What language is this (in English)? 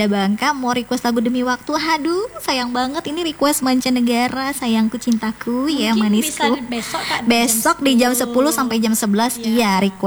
Indonesian